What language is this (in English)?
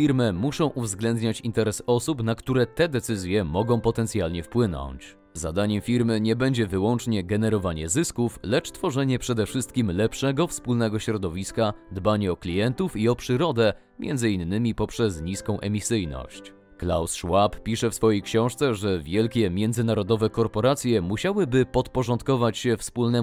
Polish